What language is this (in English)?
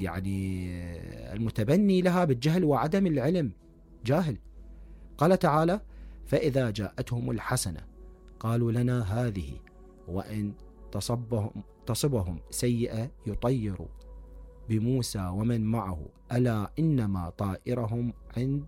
Mesopotamian Arabic